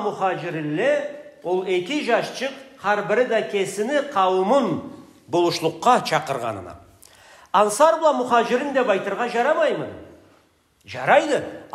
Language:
Karachay-Balkar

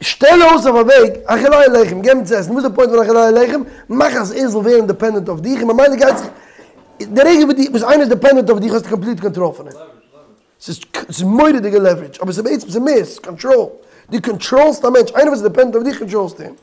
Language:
Yiddish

